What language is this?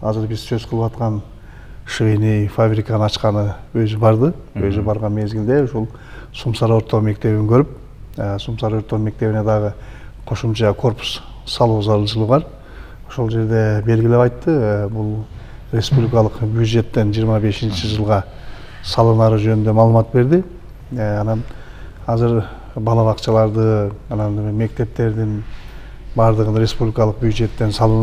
Kyrgyz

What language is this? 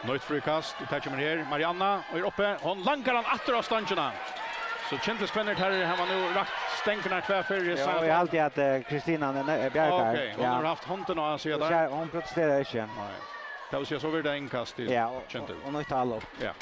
Faroese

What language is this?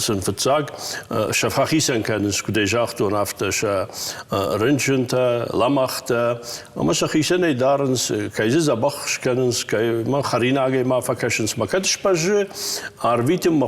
Ossetic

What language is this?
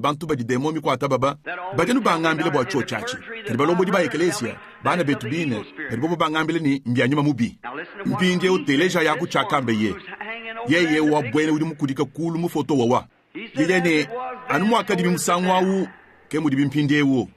Luba-Lulua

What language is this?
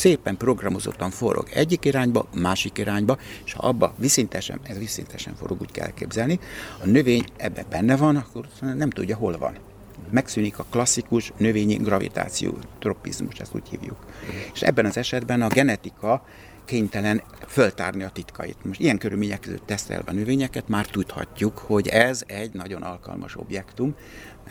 Hungarian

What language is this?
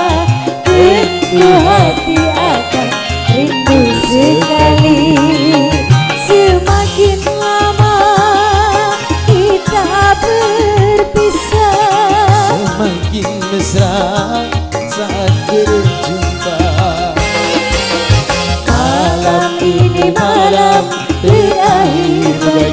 Indonesian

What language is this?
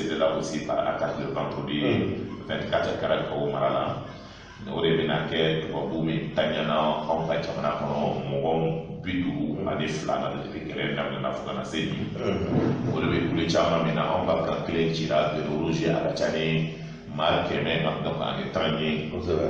Bambara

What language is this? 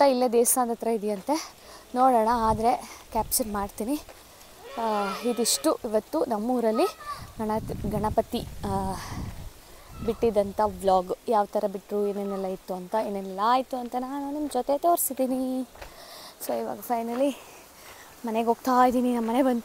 Kannada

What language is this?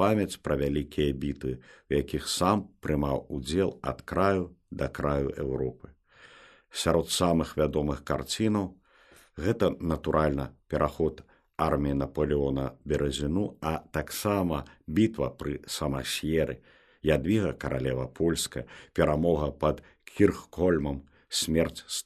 Belarusian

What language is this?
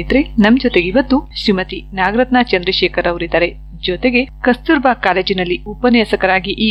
Kannada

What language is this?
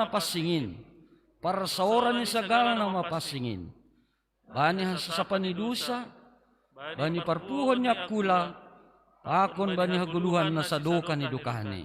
Batak Simalungun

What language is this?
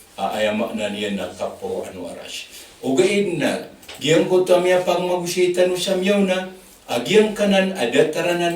Maranao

